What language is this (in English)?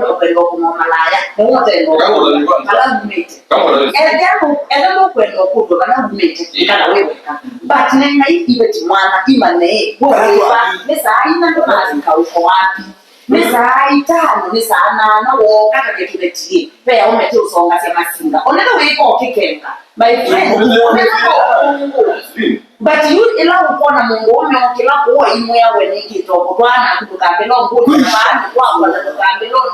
Kamba